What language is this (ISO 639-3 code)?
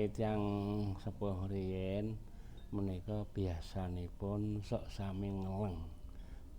jav